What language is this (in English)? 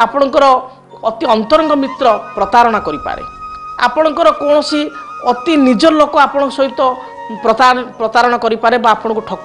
Odia